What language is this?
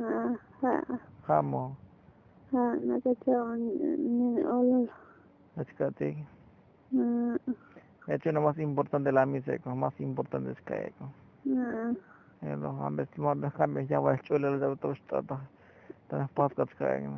Tzotzil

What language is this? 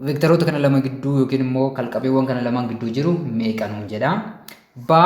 Oromo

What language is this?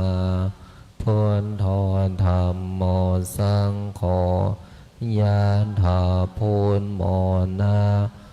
Pali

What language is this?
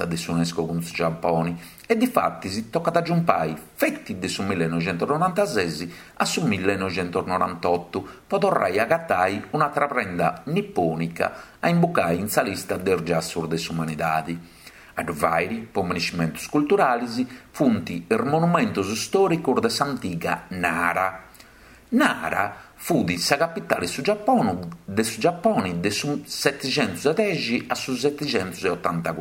Sardinian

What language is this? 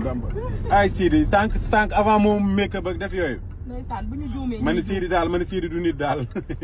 Wolof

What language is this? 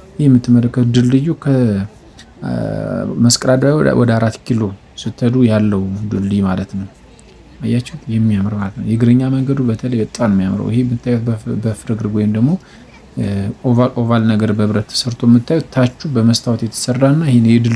Amharic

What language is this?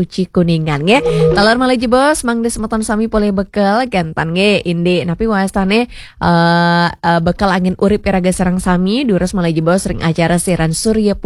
Balinese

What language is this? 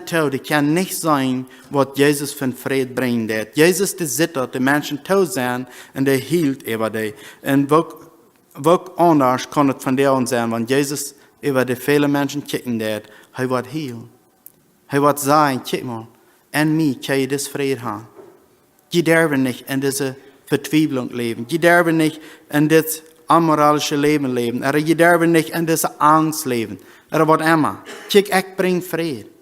Plautdietsch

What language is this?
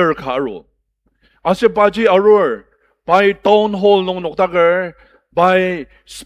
Ao Naga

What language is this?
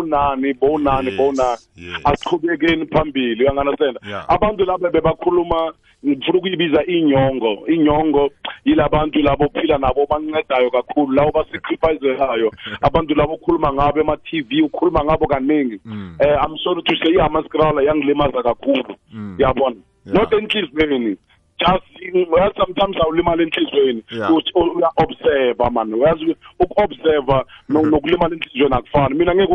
South Ndebele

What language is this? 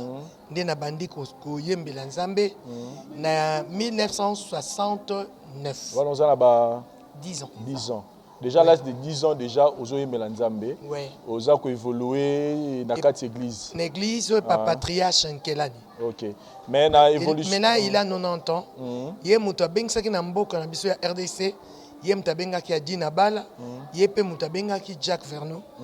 Lingala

